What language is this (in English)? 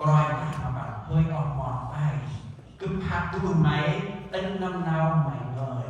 Central Mnong